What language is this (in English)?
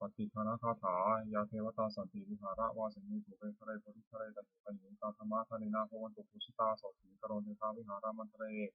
Pali